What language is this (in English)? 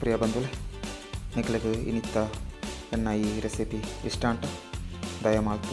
Tulu